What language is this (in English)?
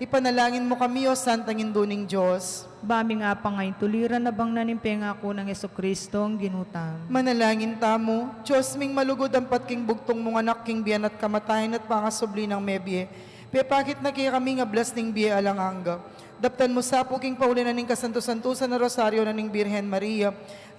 Pampanga